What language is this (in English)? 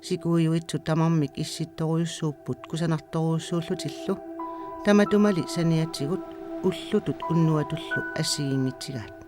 Kalaallisut